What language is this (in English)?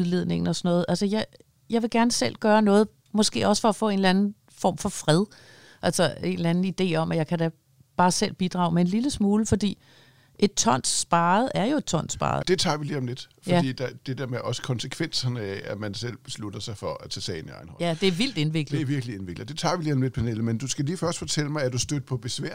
Danish